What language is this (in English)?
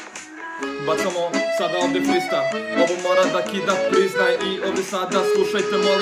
Serbian